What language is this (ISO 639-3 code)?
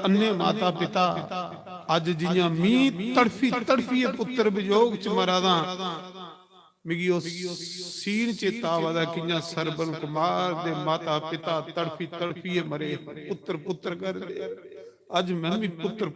doi